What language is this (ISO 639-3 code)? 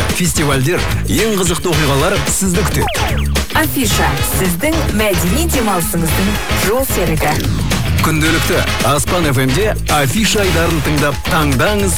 kaz